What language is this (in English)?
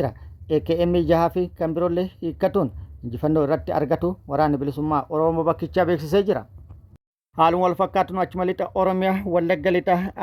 Oromo